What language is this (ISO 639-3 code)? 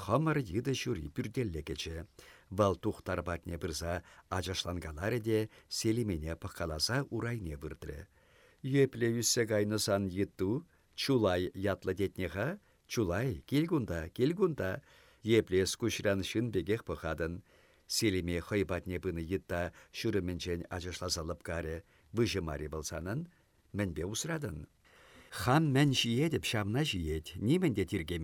chv